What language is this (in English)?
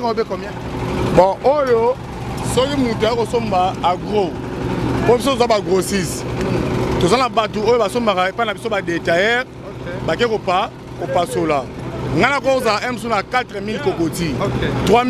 Lingala